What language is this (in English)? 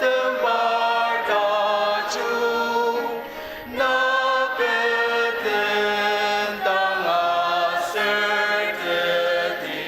Ao Naga